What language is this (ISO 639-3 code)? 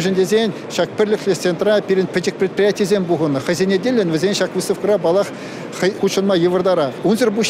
chv